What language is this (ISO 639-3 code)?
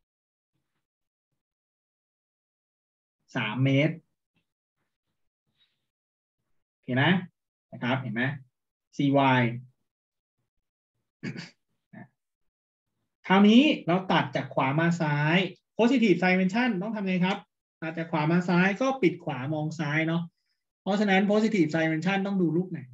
tha